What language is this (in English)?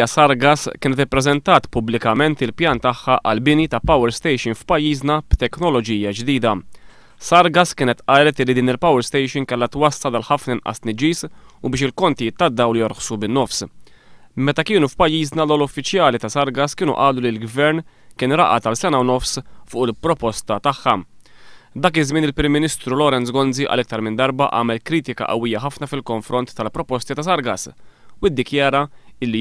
Maltese